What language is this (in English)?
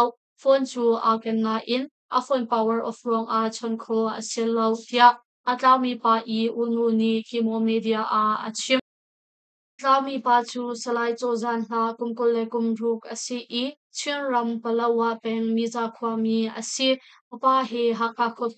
Hakha Chin